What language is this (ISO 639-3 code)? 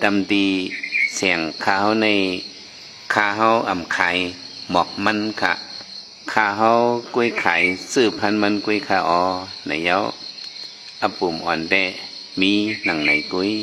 shn